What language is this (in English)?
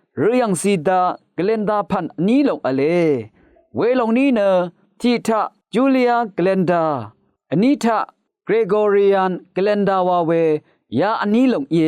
Rawang